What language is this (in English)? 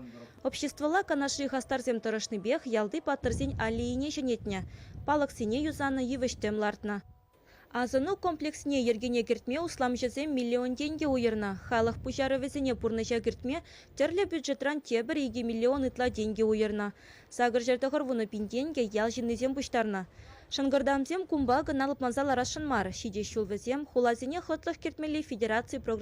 Chuvash